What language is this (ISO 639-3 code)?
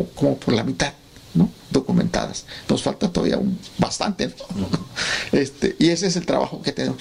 spa